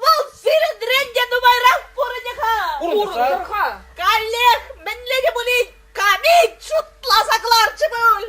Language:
Chuvash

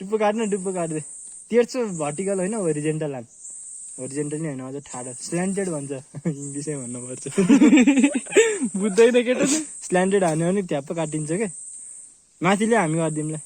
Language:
Nepali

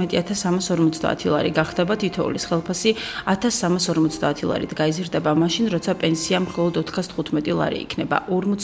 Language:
Georgian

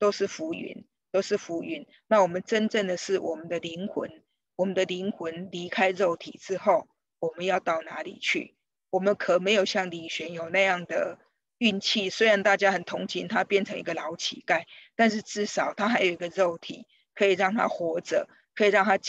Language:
Chinese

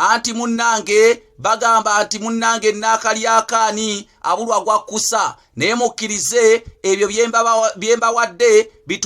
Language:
Ganda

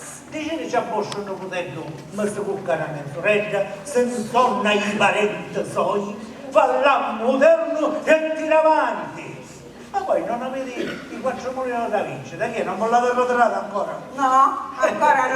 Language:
Sicilian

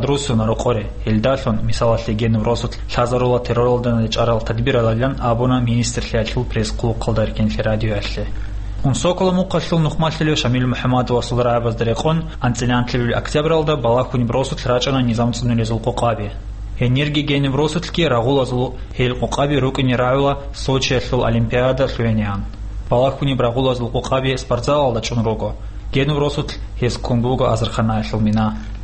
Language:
Avaric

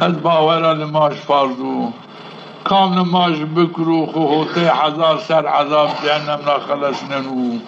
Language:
Zaza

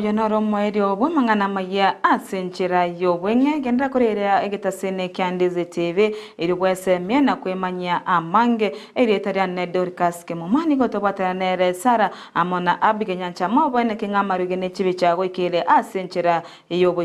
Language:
Gusii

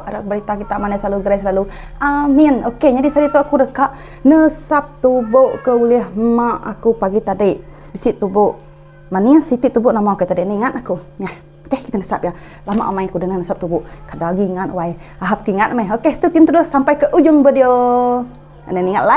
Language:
Iban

